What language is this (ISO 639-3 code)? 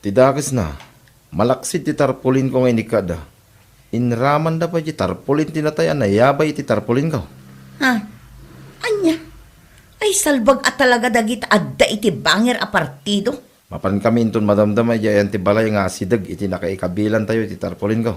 ilo